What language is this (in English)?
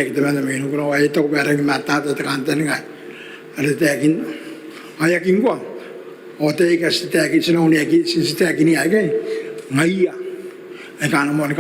Gilbertese